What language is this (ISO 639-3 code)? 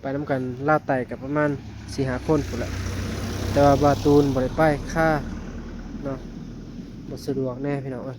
tts